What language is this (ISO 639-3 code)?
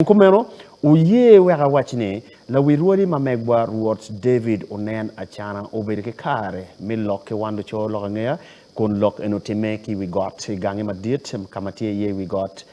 ach